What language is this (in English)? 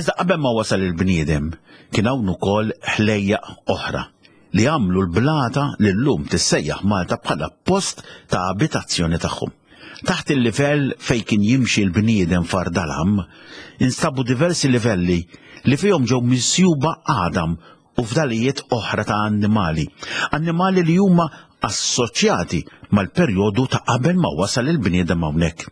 Maltese